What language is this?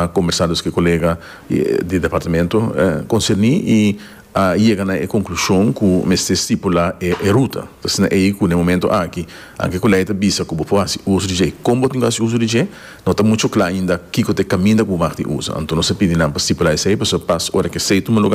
Papiamento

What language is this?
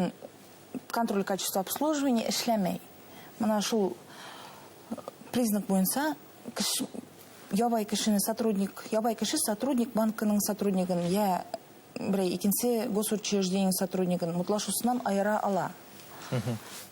Bashkir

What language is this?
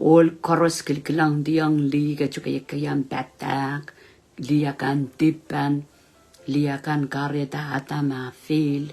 Pohnpeian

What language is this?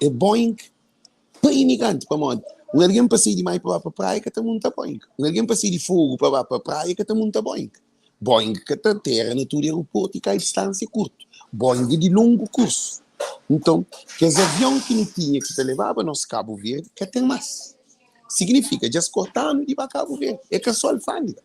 Kabuverdianu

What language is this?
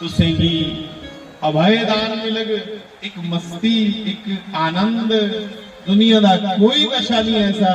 Dogri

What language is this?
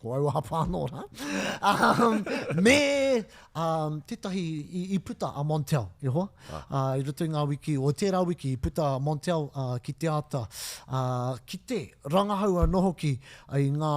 Māori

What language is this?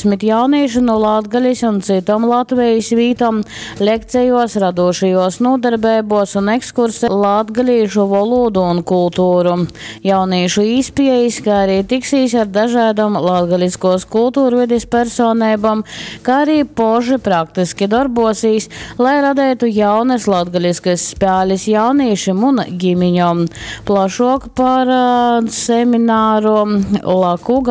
Latgalian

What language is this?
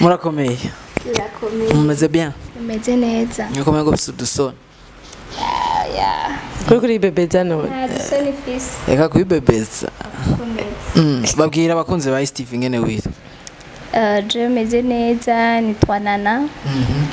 Rundi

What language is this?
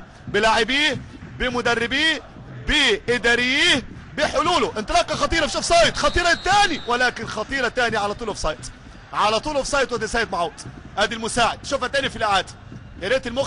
Egyptian Arabic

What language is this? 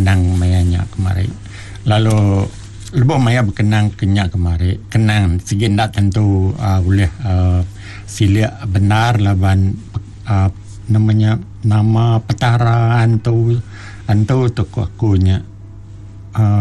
Iban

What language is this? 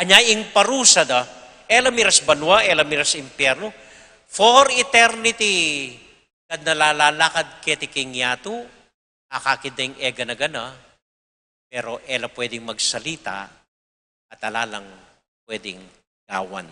Pampanga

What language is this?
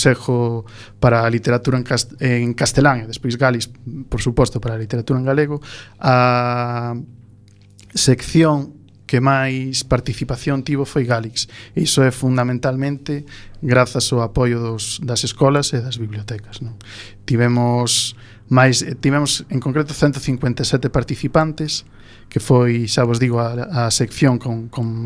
Galician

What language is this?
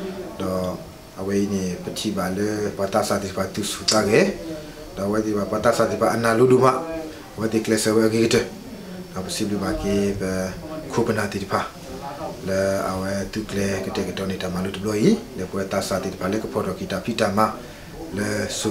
S'gaw Karen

